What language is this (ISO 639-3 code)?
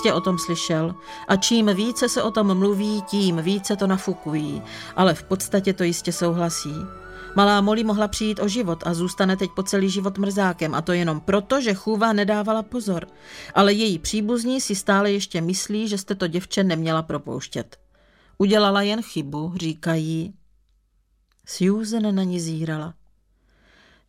ces